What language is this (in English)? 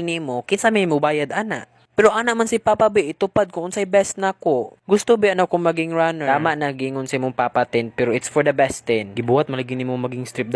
Cebuano